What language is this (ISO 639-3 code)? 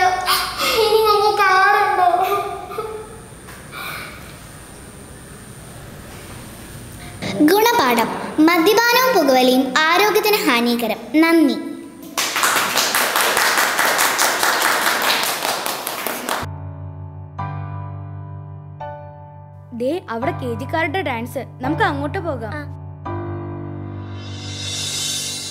mal